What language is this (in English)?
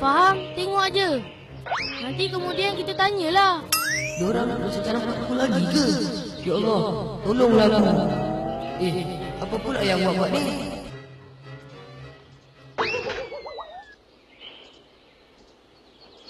Malay